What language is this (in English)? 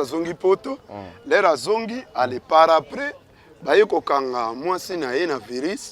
Lingala